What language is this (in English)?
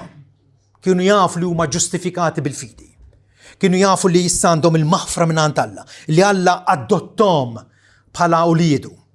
Maltese